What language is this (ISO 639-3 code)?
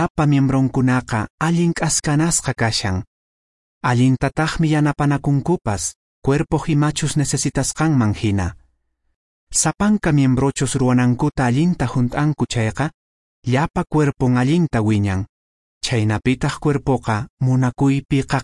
que